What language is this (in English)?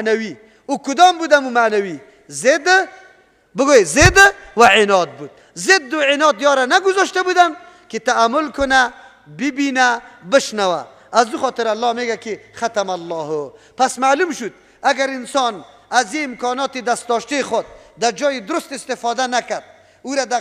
Persian